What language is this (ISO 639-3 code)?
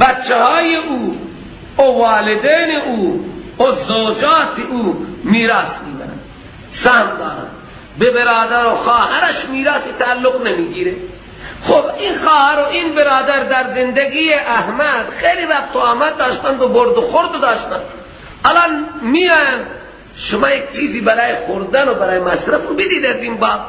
fas